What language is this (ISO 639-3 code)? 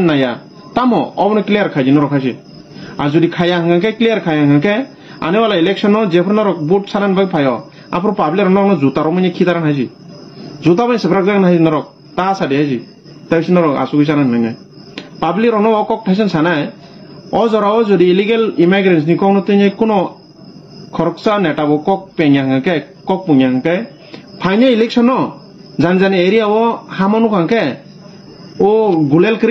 trp